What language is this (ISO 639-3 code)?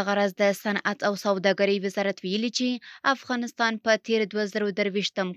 pus